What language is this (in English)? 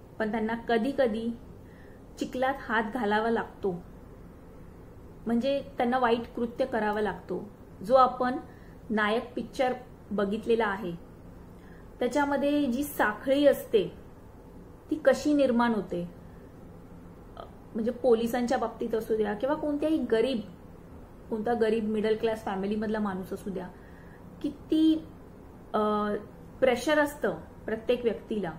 Marathi